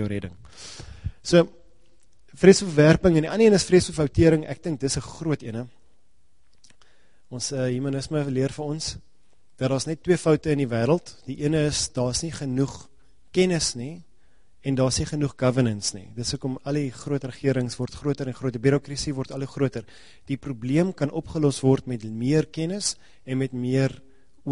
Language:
Afrikaans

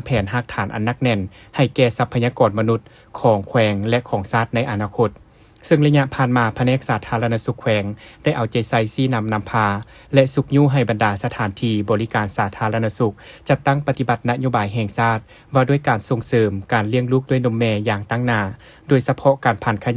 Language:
Lao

